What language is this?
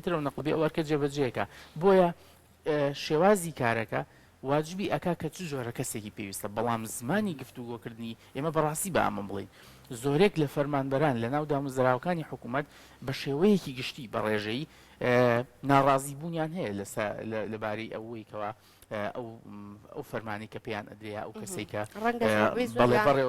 Central Kurdish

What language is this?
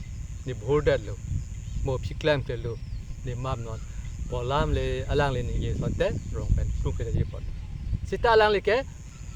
Karbi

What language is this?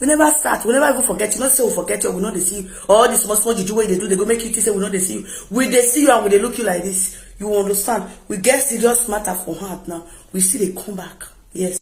Nigerian Pidgin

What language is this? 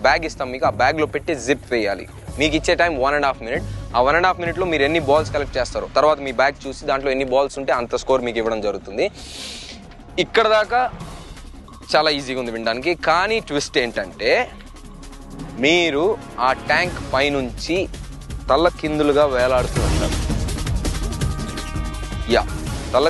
Telugu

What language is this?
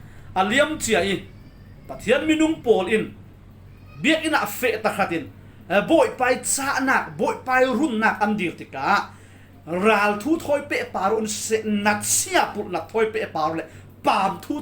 Falam Chin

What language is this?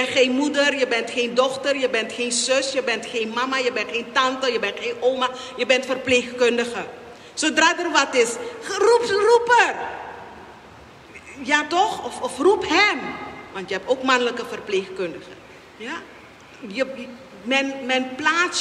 Dutch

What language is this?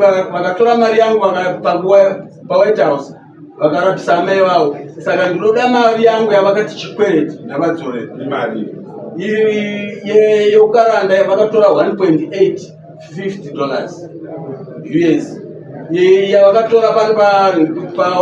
Shona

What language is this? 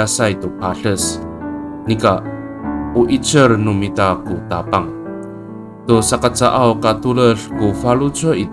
Amis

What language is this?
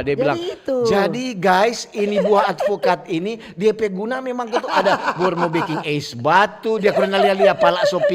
Manado Malay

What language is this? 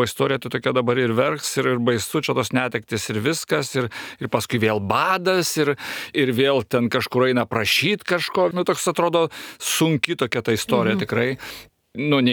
Lithuanian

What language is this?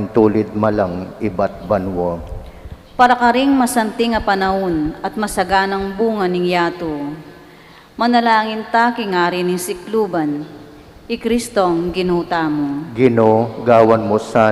Pampanga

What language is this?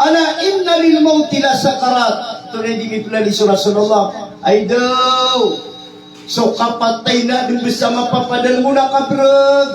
Maranao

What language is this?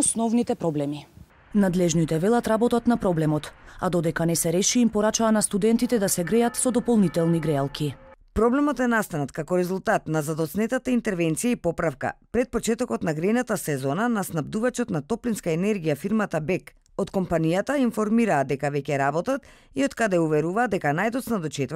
Macedonian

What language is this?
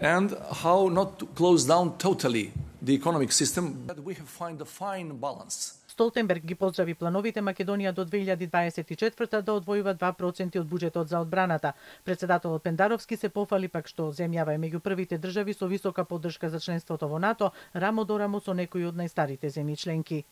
Macedonian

